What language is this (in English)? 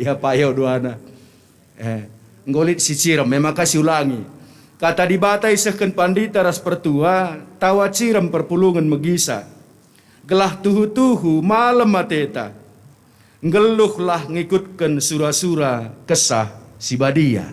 Batak Karo